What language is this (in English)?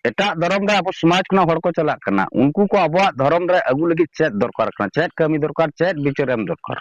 Santali